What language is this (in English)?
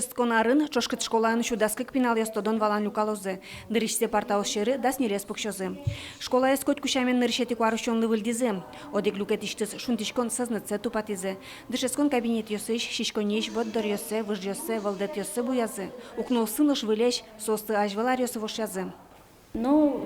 Udmurt